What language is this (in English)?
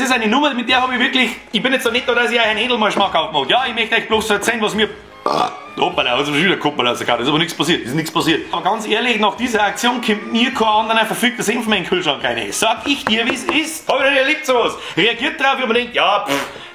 Bavarian